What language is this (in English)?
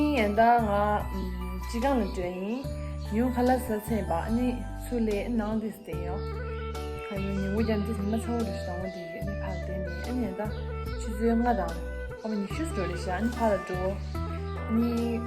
Tibetan